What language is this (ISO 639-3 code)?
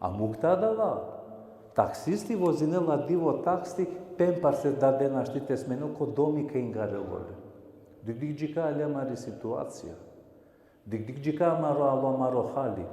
rmn